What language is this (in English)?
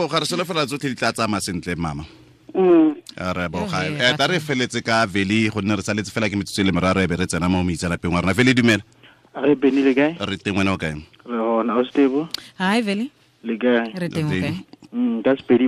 Tswana